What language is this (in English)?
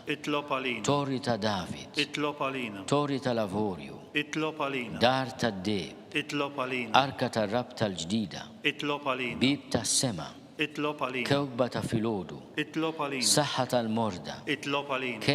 Maltese